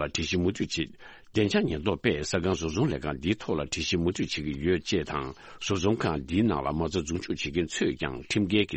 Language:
Tibetan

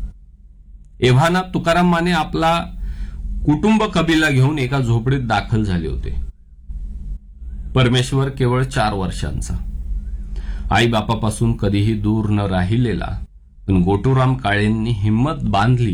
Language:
Marathi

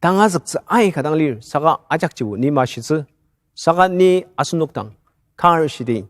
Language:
Ao Naga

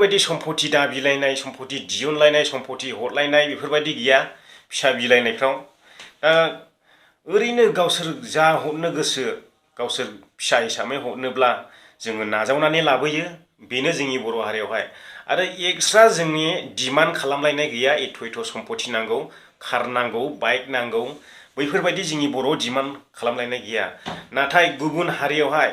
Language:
Bodo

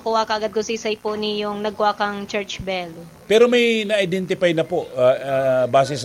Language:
Bikol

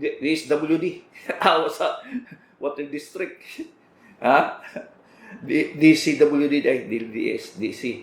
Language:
Cebuano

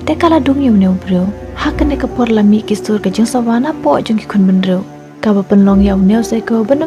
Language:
Khasi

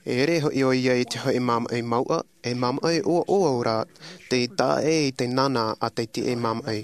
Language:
Tahitian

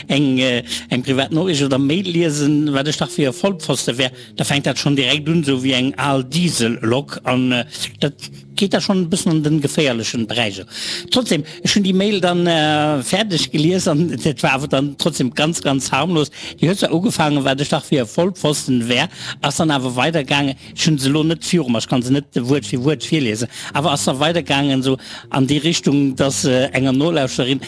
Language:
Luxembourgish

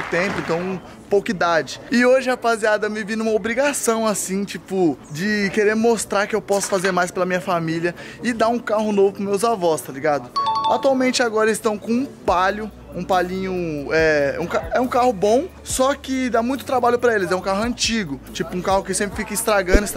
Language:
Portuguese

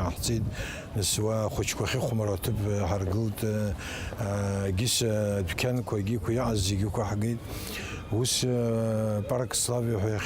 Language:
Abkhazian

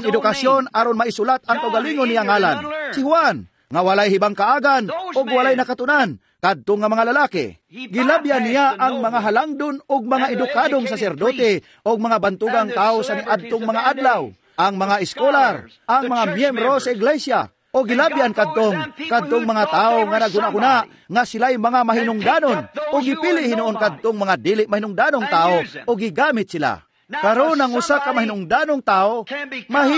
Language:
Cebuano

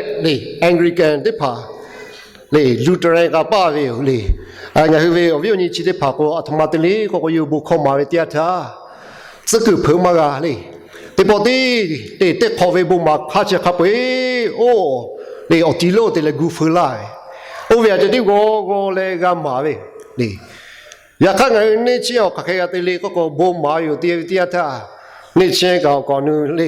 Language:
Lahu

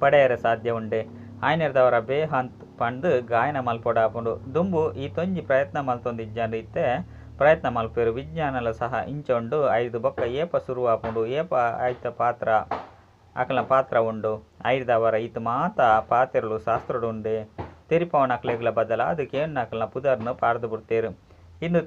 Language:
Tulu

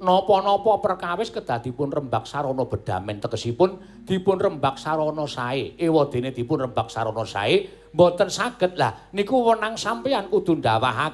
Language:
Javanese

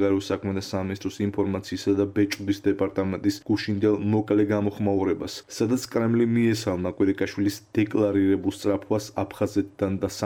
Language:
Georgian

